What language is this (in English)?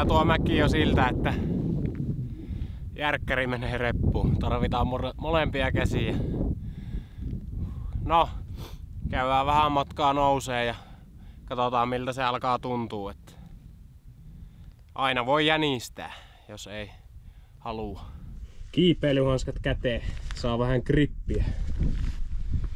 Finnish